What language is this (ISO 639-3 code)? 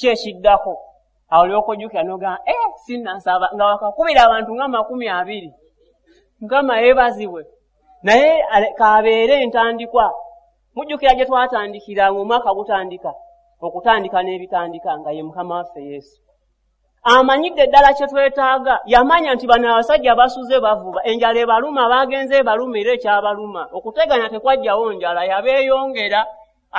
lug